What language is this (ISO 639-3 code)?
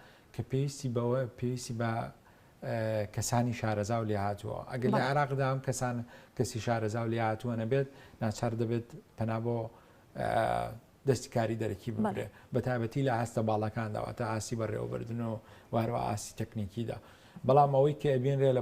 ckb